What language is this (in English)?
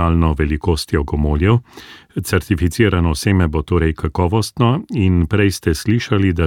Slovenian